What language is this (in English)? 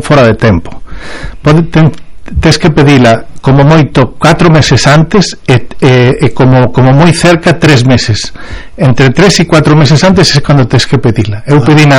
Galician